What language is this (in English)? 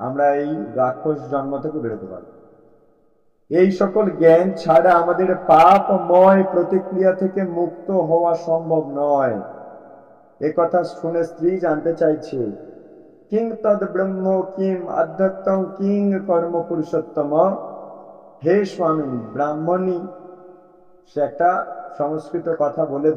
Bangla